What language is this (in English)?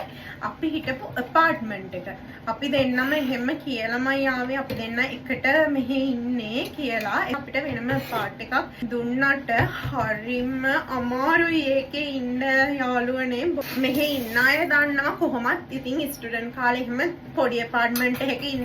Sinhala